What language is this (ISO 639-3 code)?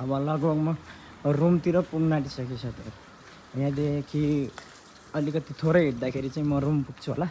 nep